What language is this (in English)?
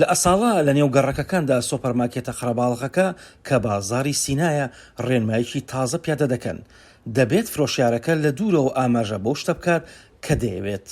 Central Kurdish